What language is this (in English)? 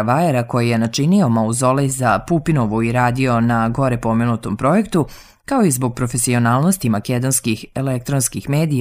Serbian